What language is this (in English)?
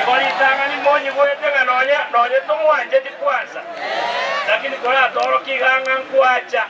Gusii